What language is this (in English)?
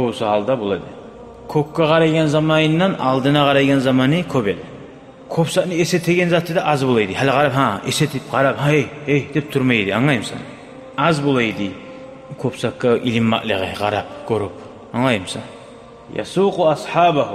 Kumyk